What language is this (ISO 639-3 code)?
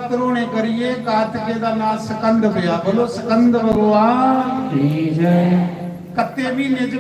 doi